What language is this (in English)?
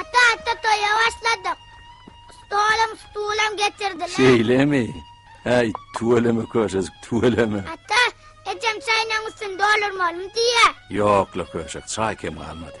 Turkmen